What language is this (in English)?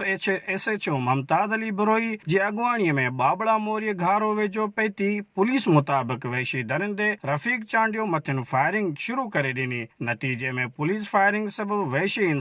Sindhi